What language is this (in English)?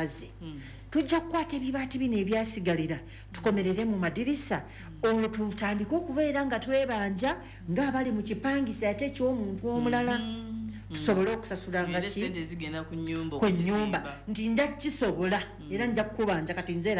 Ganda